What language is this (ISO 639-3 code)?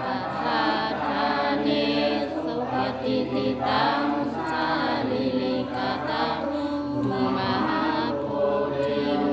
pli